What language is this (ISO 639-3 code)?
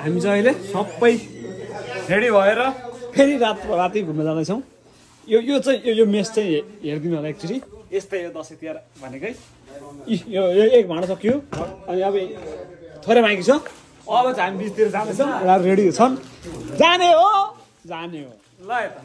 nep